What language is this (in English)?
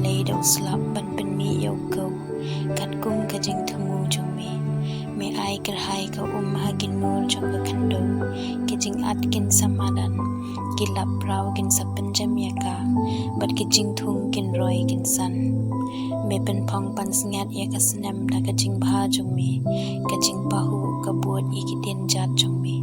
Khasi